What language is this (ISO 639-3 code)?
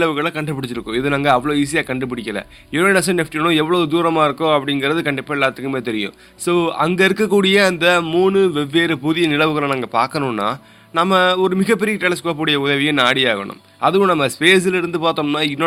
tam